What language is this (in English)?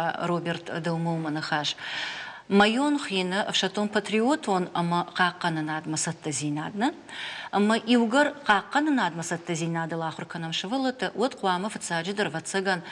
Ossetic